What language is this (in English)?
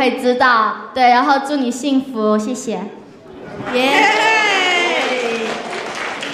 Chinese